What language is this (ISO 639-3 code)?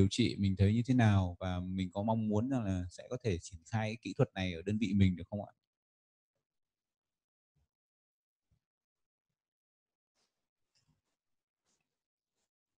vie